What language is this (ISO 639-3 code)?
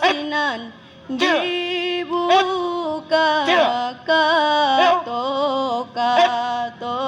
min